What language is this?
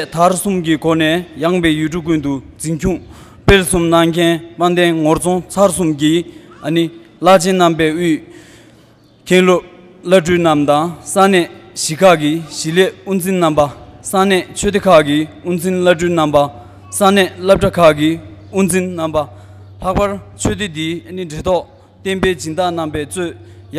Tibetan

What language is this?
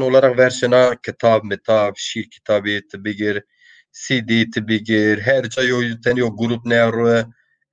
Zaza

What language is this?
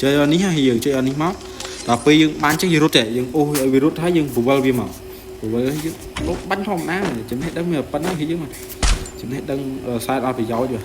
Khmer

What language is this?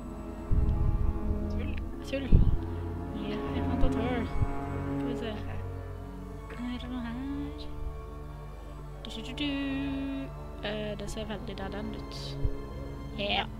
Norwegian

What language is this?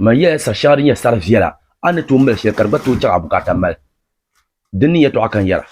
Dagbani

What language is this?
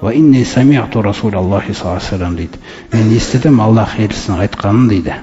Kazakh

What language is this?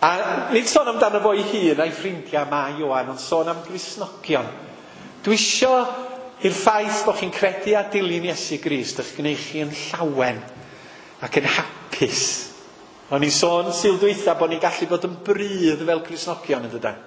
Welsh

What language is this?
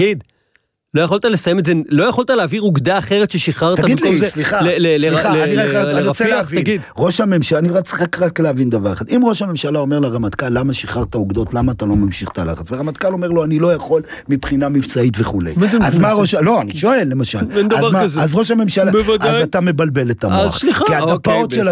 Hebrew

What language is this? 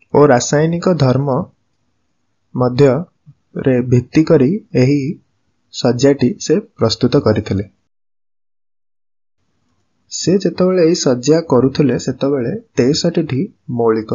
Odia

